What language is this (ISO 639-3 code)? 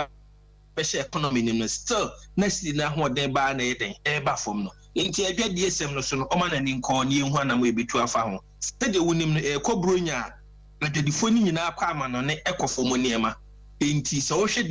aka